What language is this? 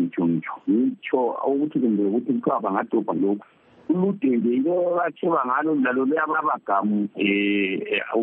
North Ndebele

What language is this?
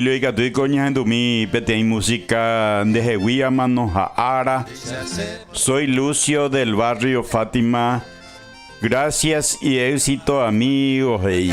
Guarani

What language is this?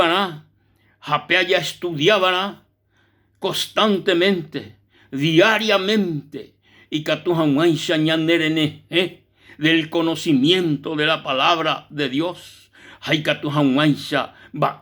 Guarani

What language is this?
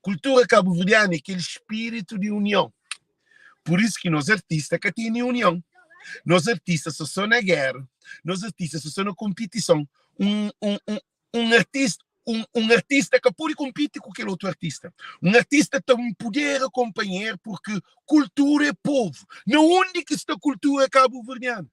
Kabuverdianu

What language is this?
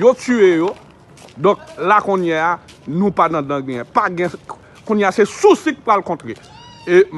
Haitian Creole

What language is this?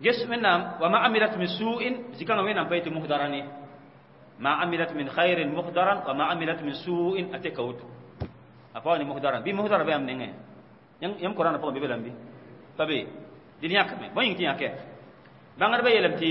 Mossi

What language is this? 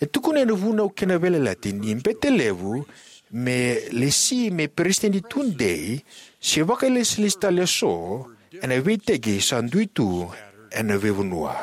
Fijian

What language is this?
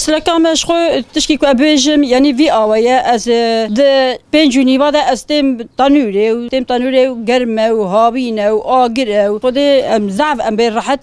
Kurdish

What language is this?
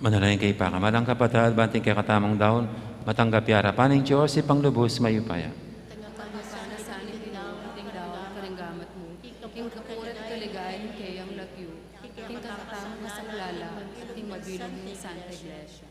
Pampanga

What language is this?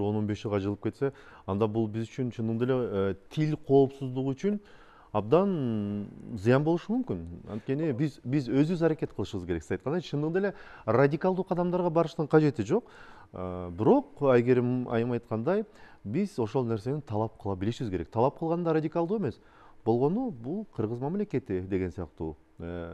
Kyrgyz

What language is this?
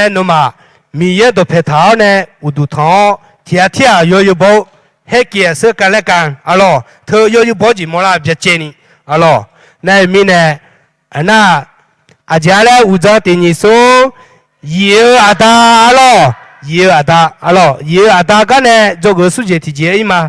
Akha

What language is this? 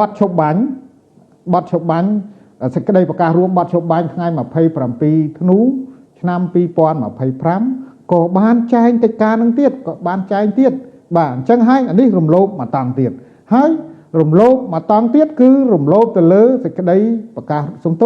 Khmer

